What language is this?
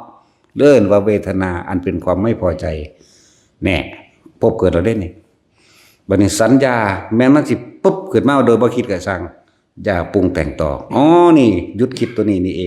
Lao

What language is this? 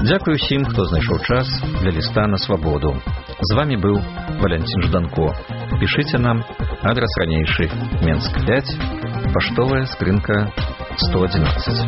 Belarusian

